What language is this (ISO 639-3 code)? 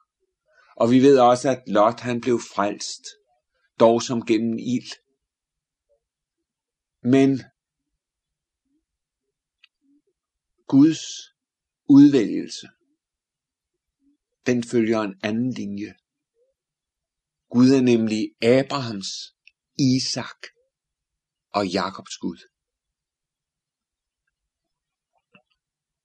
dan